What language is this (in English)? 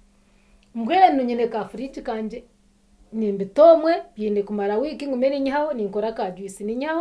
Nyankole